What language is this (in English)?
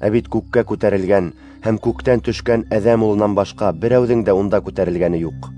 Bashkir